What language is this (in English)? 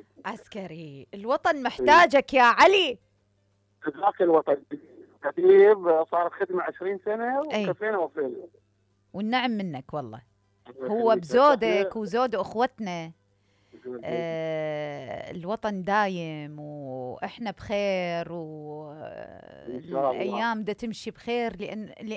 Mesopotamian Arabic